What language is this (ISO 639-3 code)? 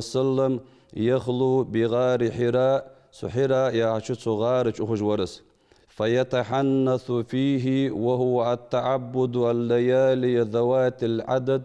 inh